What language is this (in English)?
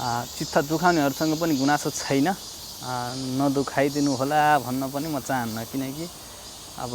Nepali